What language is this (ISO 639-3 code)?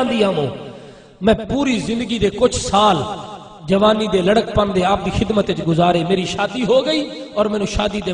skr